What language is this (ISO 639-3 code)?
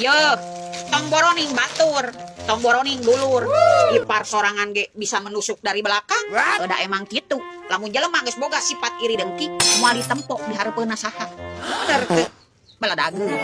sun